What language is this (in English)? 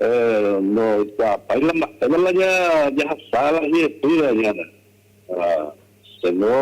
Guarani